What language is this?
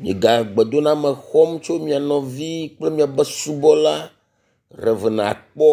Ewe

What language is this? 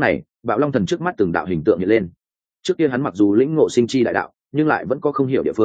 Vietnamese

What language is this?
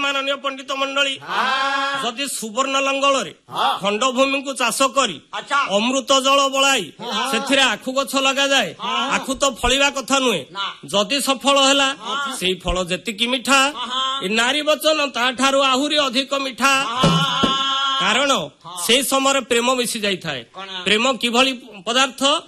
Odia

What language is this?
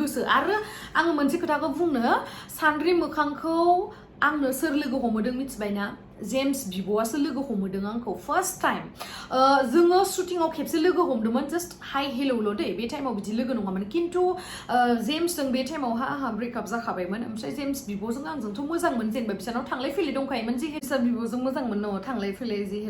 Bodo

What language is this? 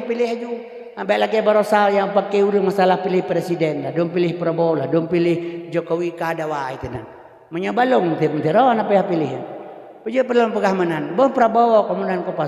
Achinese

